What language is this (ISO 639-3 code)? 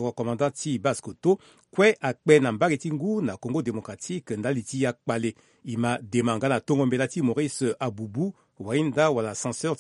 sag